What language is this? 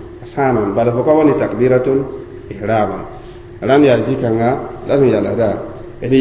Mossi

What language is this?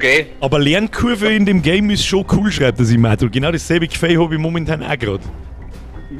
Bavarian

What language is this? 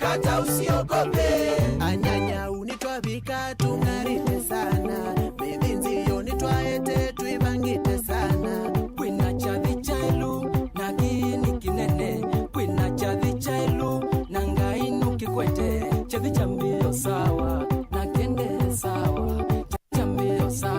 Kamba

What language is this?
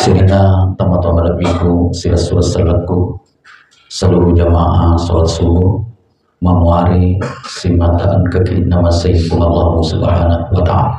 Buginese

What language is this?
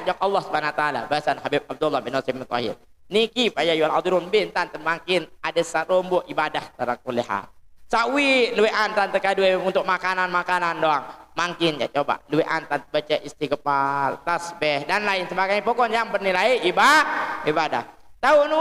Sasak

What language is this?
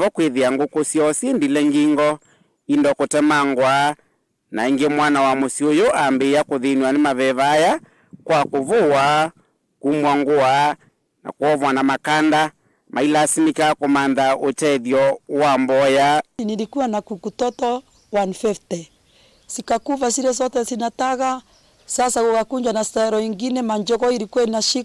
Kamba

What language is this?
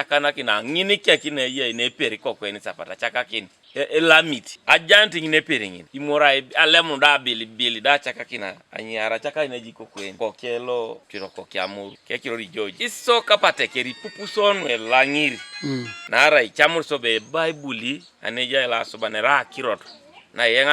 Teso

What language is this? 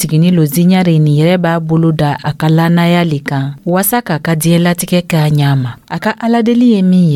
Dyula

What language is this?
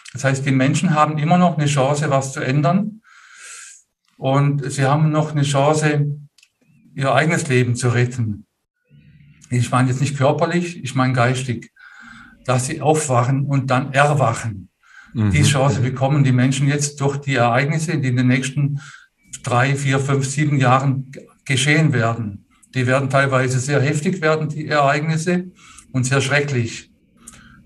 German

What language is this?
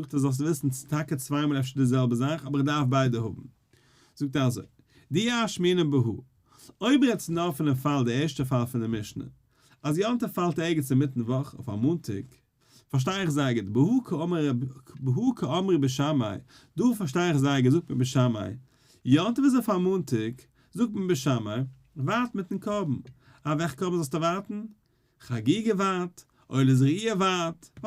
Yiddish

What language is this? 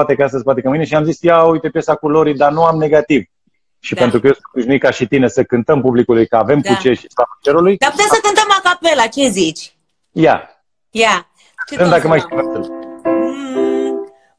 Romanian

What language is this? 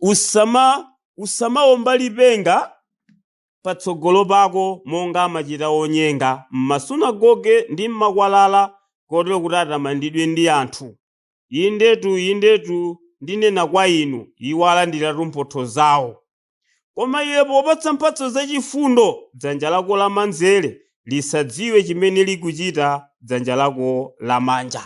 Nyanja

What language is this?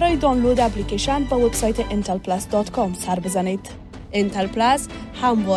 Persian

